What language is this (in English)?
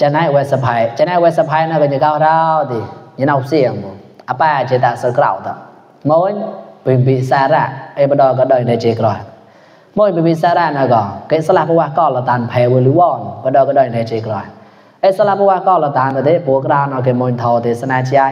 Mon